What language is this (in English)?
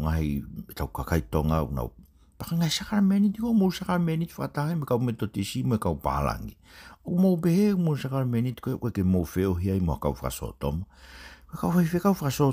Tongan